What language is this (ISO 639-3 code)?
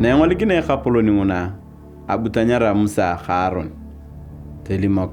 tuv